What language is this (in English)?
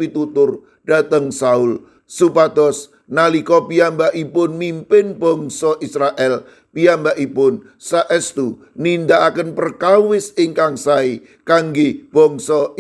Javanese